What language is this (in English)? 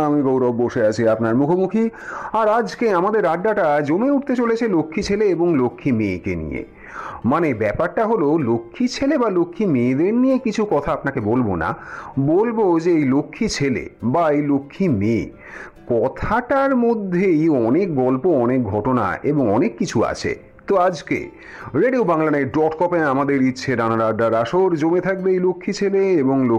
Bangla